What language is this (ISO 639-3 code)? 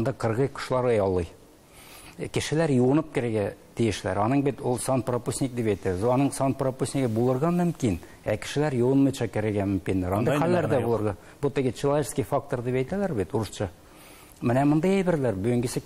tat